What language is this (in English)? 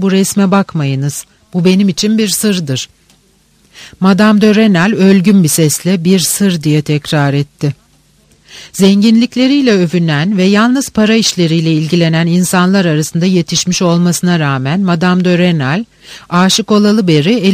Turkish